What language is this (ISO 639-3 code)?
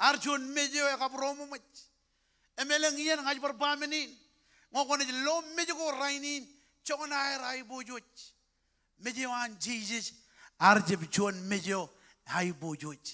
mah